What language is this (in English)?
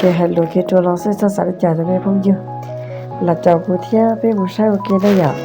Hmong